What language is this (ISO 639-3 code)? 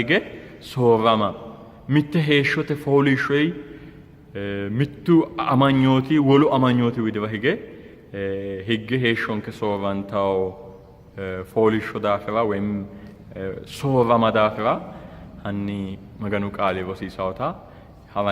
sid